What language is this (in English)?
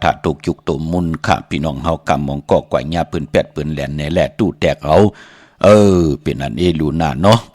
Shan